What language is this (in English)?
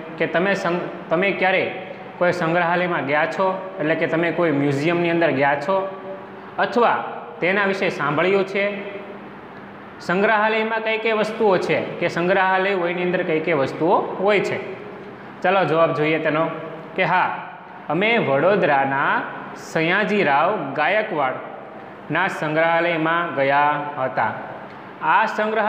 Gujarati